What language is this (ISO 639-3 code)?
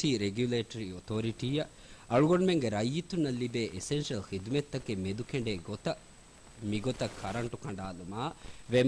div